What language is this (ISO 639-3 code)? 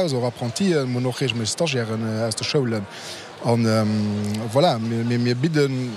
ltz